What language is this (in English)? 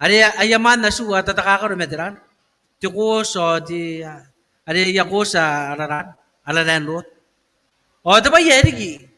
Gilbertese